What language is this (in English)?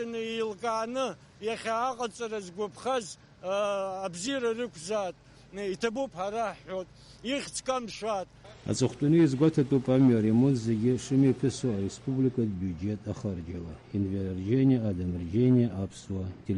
Abkhazian